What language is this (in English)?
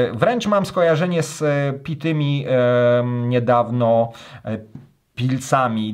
Polish